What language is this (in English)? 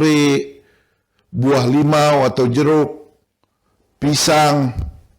Banjar